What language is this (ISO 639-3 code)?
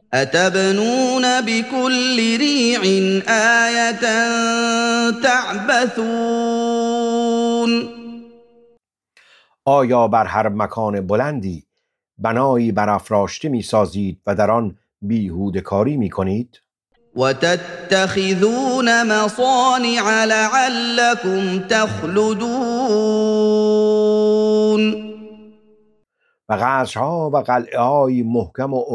fas